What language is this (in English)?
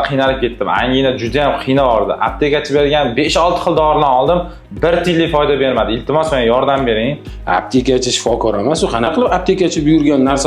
Uzbek